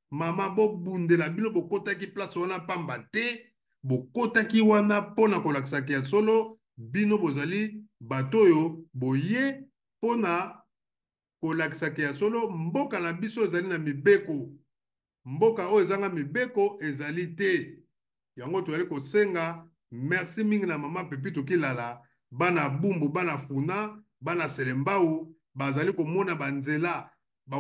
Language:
Lingala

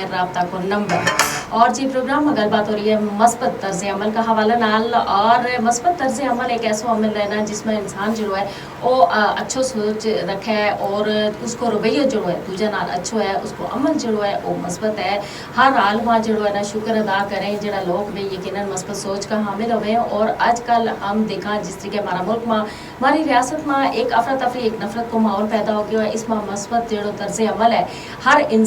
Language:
Gujari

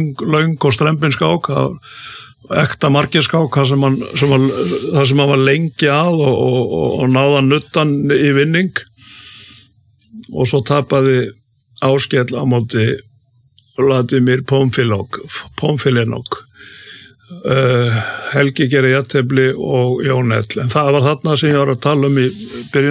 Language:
Icelandic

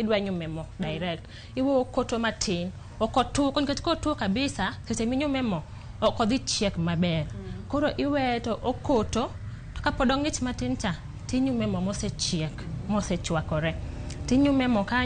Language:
Luo (Kenya and Tanzania)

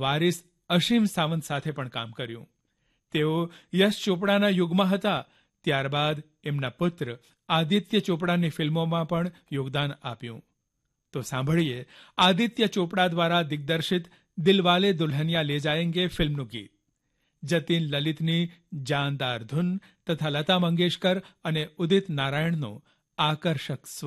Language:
Gujarati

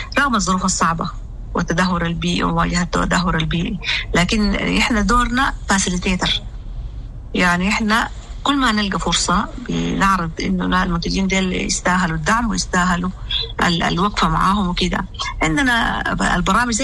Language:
Sudanese Arabic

